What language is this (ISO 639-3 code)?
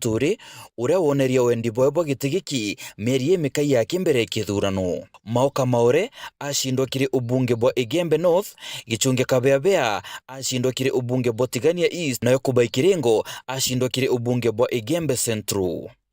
mer